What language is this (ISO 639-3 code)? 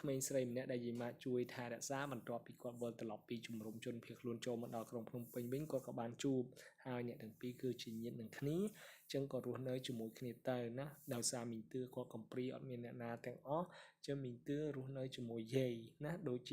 khm